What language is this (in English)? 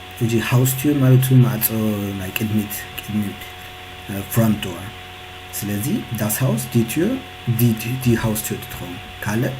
Tigrinya